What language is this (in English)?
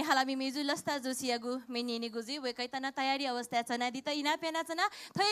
Newari